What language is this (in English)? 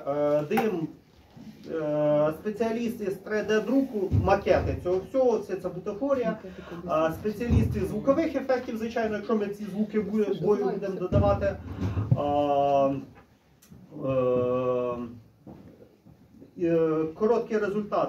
Ukrainian